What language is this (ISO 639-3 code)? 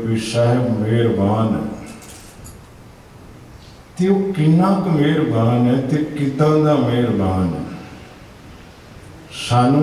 pan